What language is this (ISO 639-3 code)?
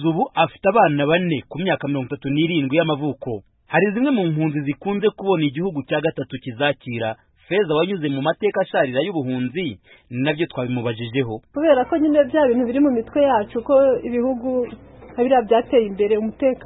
kin